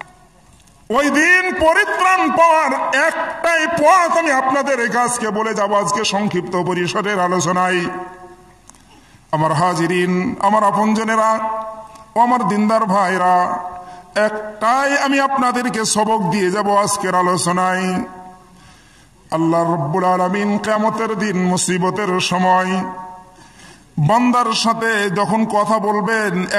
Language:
Bangla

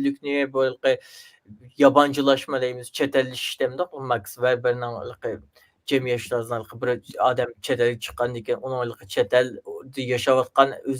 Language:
Uyghur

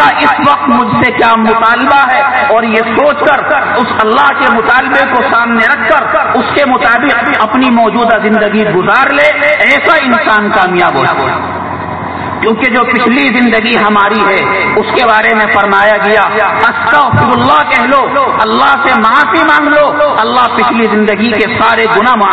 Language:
Urdu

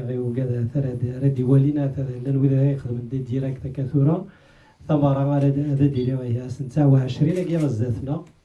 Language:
Kabyle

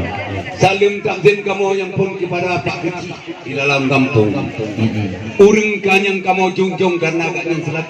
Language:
Achinese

